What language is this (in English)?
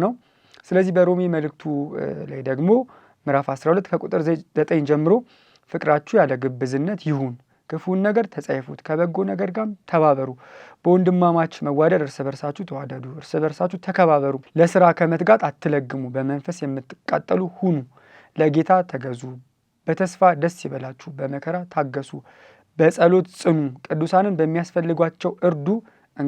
Amharic